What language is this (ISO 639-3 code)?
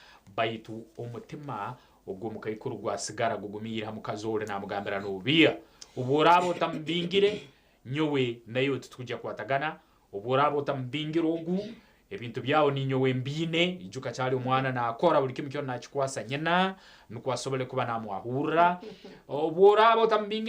nyn